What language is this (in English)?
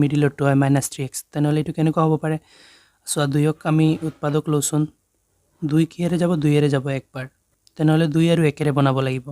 Assamese